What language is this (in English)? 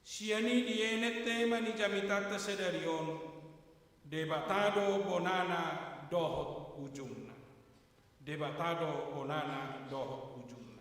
Batak Toba